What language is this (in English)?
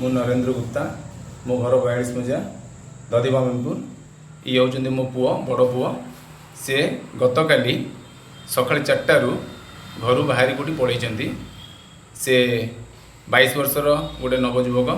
Odia